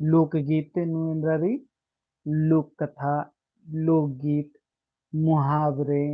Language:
Kurukh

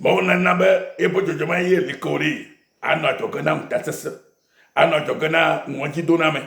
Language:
Ewe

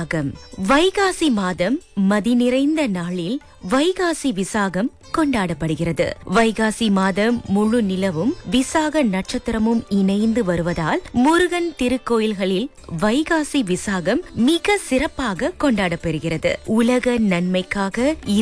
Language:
Tamil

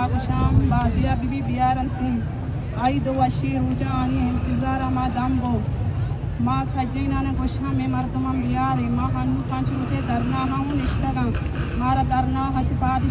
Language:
Baluchi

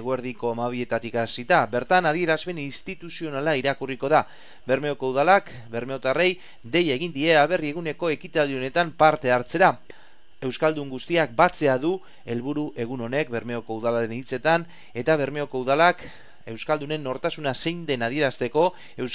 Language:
Basque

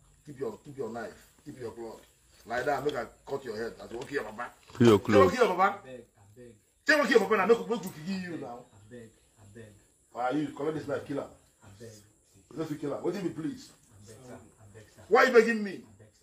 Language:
Nigerian Pidgin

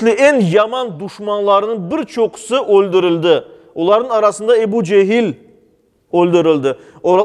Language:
Crimean Tatar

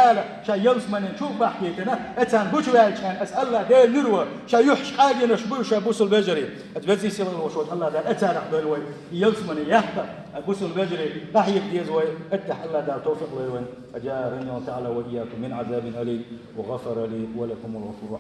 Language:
Chechen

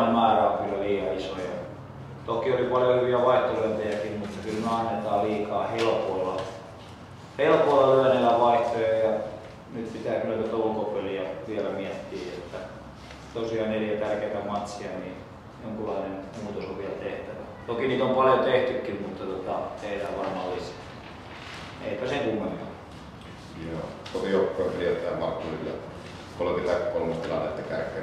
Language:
Finnish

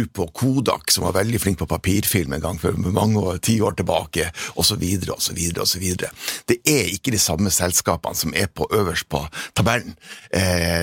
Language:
Norwegian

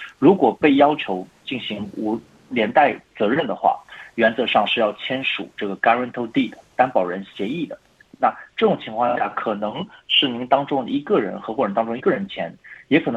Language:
Chinese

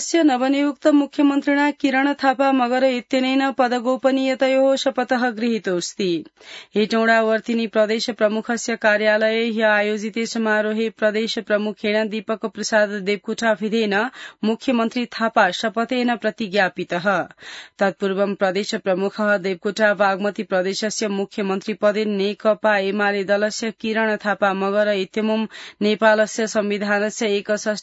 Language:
Sanskrit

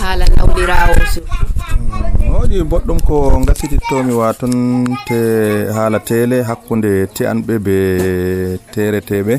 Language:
Nigerian Fulfulde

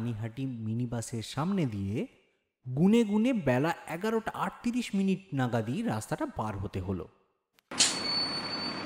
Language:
Bangla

